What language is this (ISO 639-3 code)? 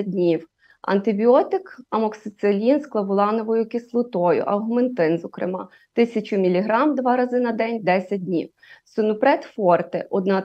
ukr